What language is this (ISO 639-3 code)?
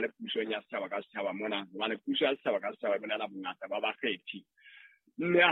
sot